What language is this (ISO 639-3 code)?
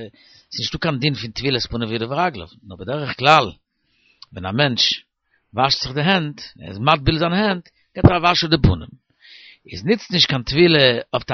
yid